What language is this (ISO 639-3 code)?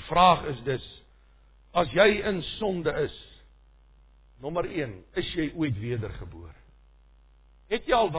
afr